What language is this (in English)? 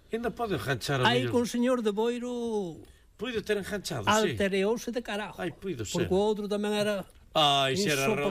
Galician